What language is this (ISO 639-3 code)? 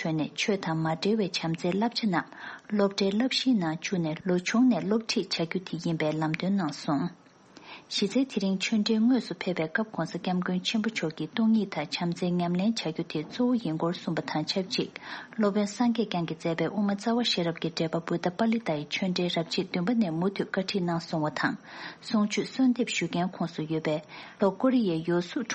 bod